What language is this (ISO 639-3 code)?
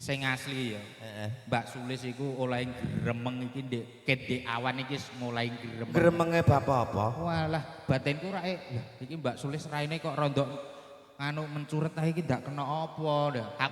jav